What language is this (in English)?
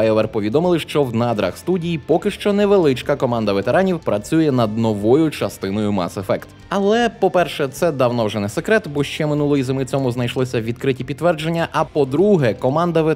Ukrainian